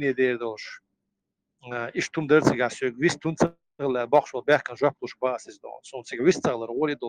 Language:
Chechen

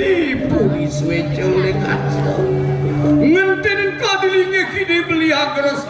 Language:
Balinese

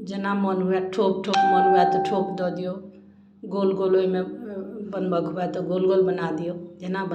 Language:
Maithili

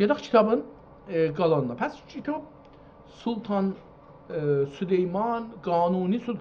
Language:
South Azerbaijani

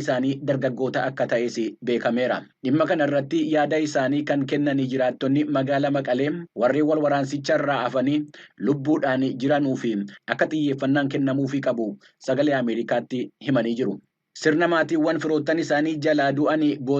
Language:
Oromo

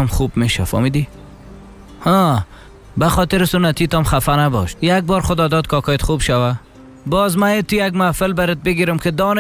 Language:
Persian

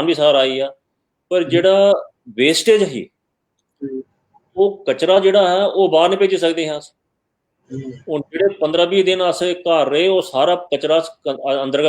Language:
Dogri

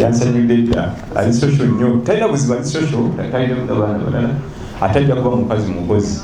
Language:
Ganda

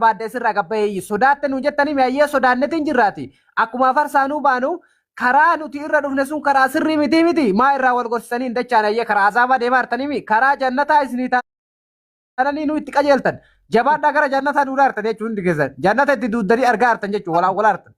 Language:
Oromo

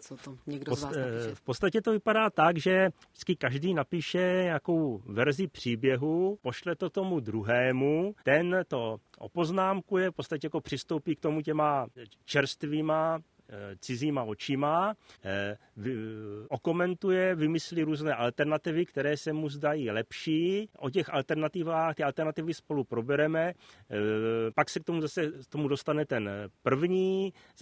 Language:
Czech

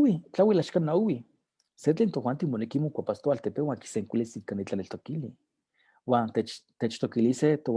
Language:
Eastern Huasteca Nahuatl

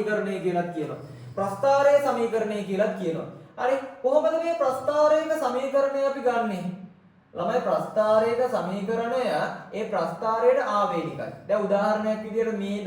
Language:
Sinhala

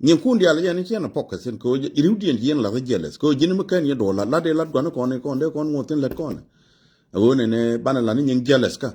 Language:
Nuer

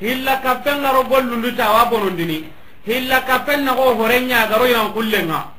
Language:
Soninke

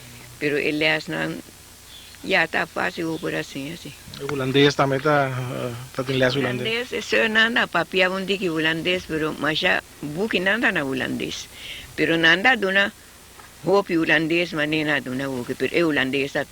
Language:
Papiamento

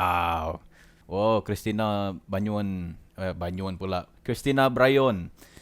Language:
Iban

